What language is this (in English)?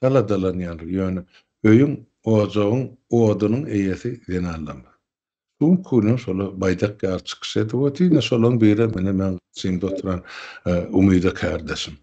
Turkmen